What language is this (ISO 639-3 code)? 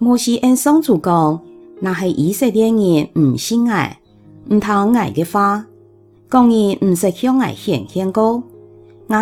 hak